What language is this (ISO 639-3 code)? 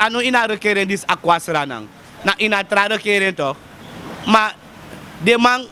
srn